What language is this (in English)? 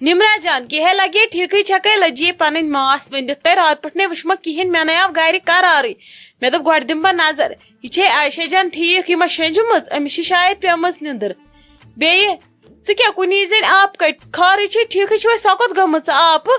Kashmiri